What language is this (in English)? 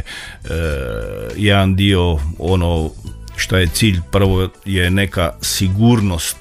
Croatian